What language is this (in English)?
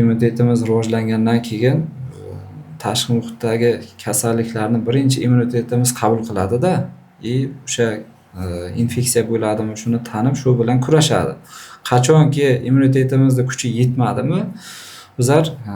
Uzbek